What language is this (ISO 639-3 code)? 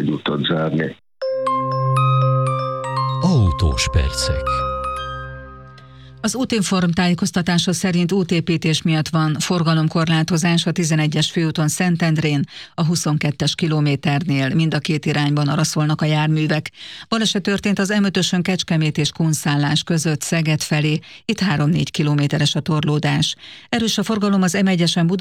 hun